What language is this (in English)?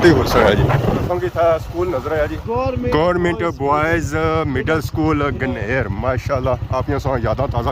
Pahari-Potwari